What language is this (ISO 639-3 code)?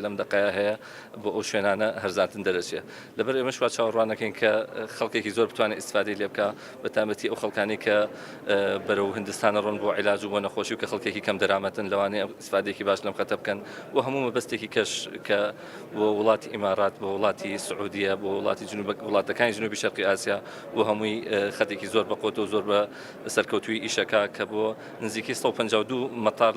ckb